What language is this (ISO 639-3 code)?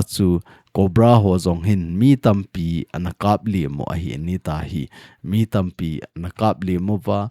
tcz